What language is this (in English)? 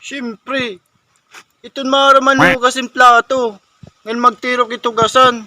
Waray